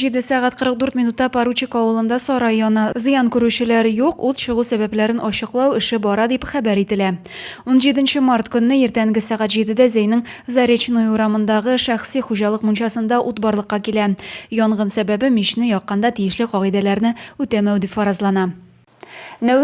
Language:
Tatar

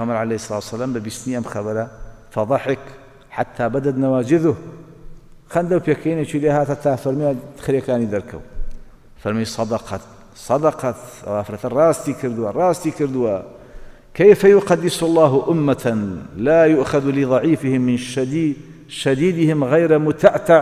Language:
Central Kurdish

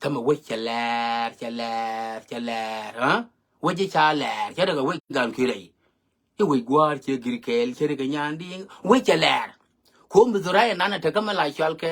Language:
Nuer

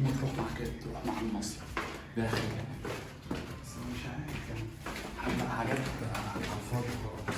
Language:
Egyptian Arabic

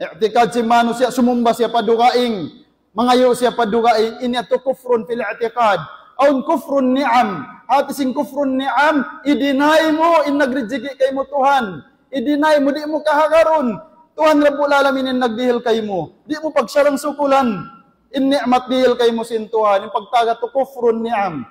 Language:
Tausug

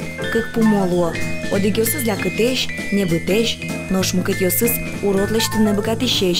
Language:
Udmurt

